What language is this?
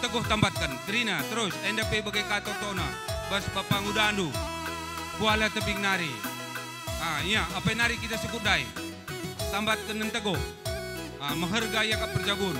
Batak Karo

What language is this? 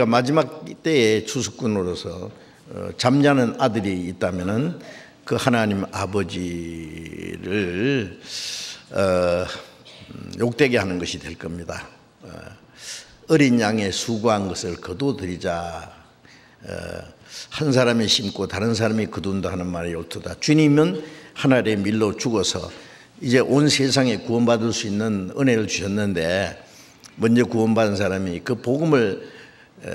Korean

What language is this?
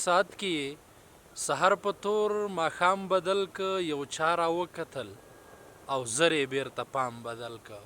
Pashto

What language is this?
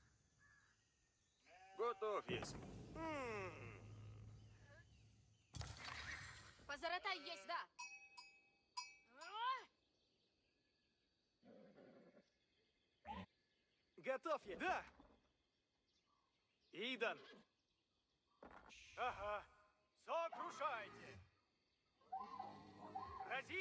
Russian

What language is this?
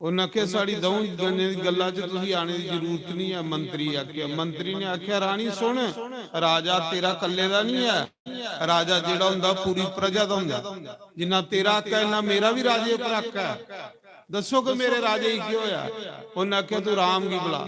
Dogri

